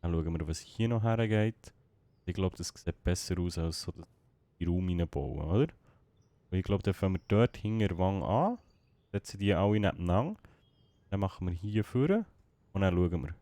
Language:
Swiss German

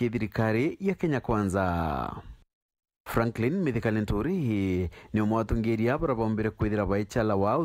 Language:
Meru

